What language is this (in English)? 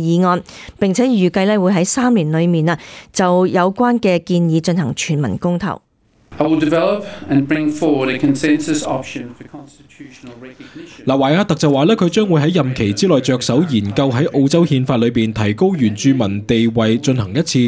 Cantonese